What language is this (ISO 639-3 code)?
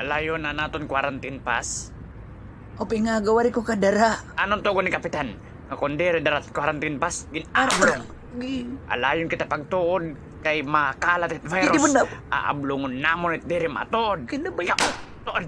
war